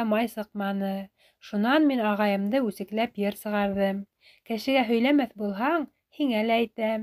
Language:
Bashkir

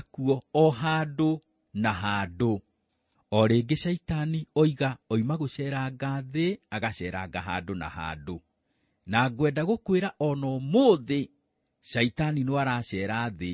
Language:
Kikuyu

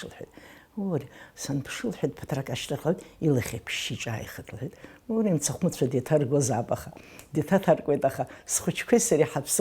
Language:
Abkhazian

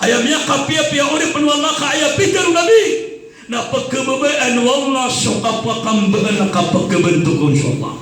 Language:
Maranao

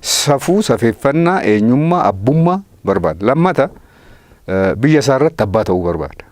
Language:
Oromo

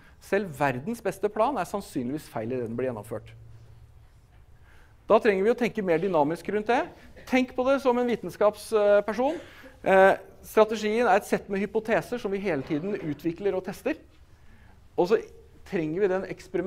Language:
Norwegian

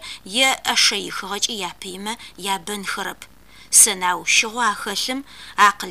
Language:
Adyghe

